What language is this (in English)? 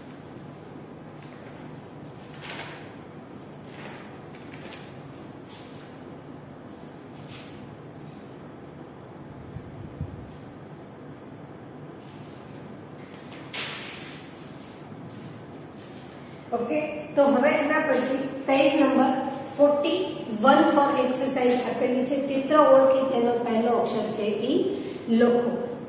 Gujarati